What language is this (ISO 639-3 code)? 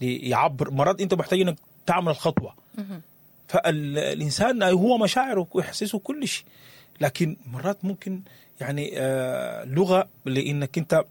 apd